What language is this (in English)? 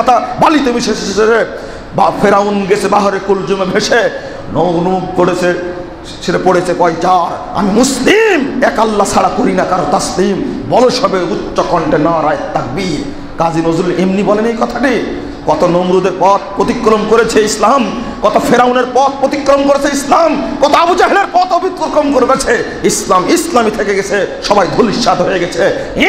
Bangla